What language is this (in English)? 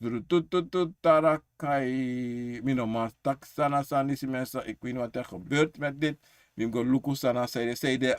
Sranan Tongo